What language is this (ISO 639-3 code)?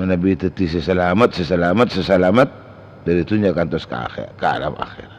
mad